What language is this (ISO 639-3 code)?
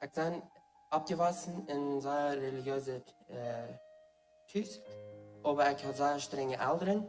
pdt